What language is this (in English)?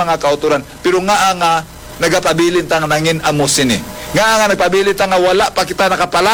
Hiligaynon